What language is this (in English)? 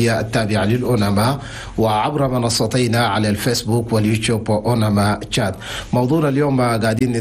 Chadian Arabic